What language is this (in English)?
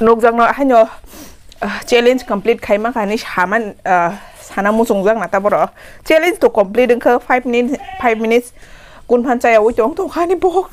Kok Borok